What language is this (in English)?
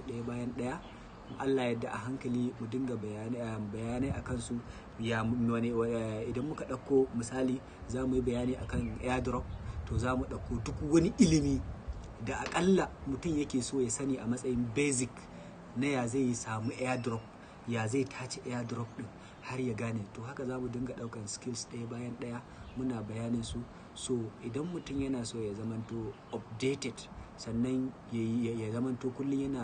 Hausa